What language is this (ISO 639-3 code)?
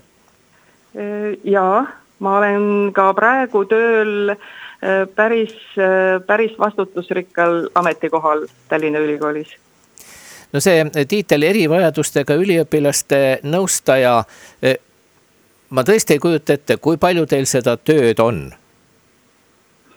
est